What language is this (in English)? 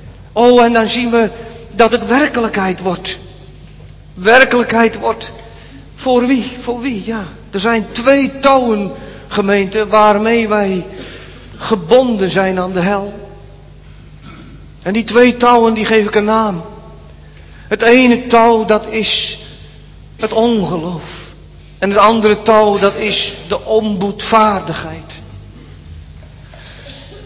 Dutch